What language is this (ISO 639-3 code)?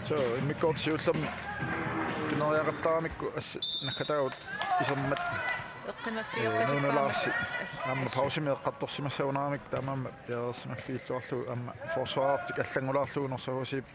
kal